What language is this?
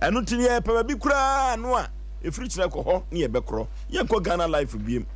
Akan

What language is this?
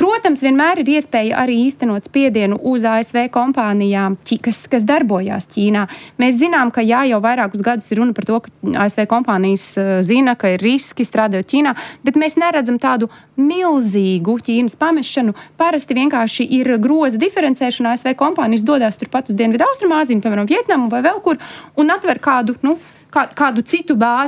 Latvian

